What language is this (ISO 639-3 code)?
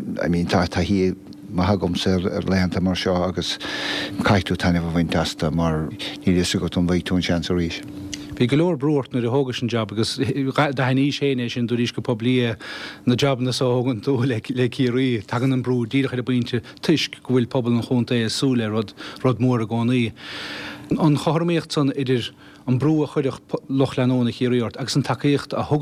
gle